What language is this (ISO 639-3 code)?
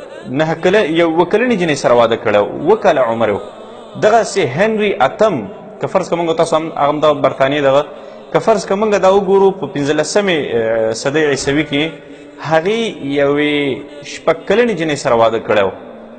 pus